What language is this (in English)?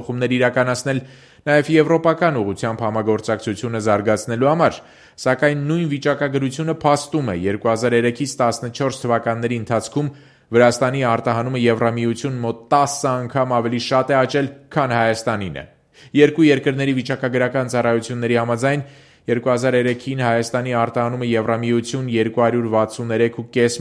Armenian